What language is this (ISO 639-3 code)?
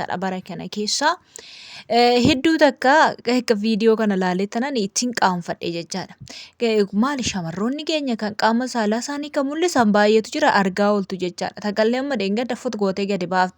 orm